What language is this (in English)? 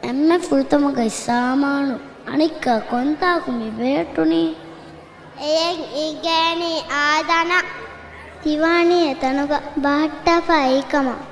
Divehi